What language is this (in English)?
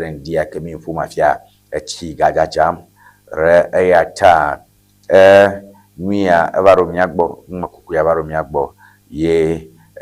Ewe